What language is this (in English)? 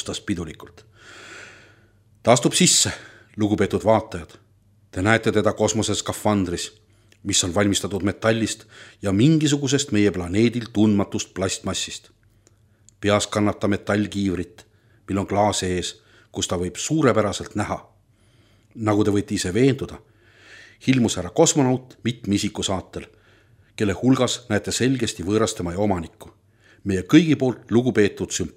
Estonian